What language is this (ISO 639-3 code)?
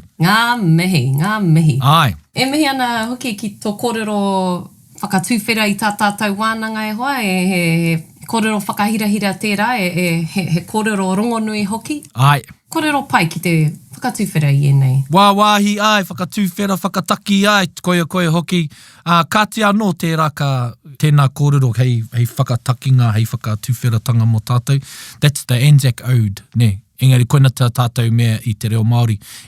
mri